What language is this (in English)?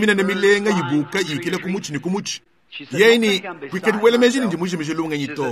Luba-Lulua